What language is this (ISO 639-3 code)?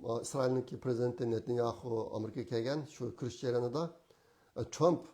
uig